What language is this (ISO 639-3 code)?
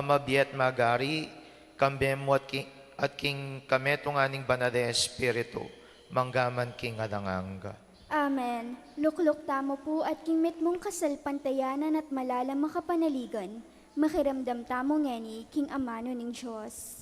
pam